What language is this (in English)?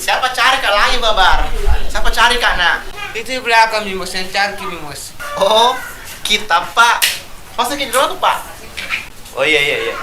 Makassar Malay